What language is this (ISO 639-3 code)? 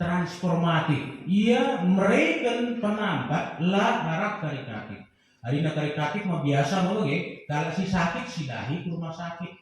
btx